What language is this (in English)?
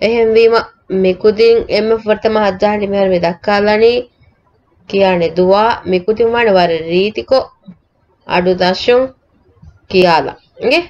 Divehi